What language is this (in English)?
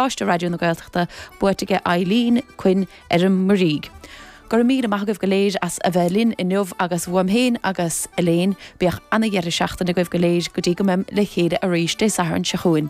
Irish